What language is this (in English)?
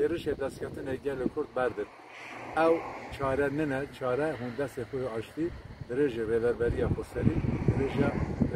Kurdish